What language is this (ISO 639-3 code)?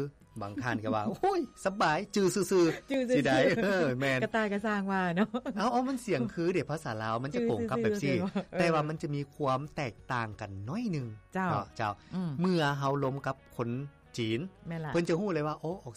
lao